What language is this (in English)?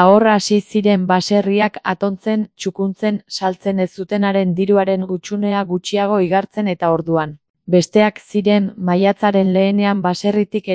Basque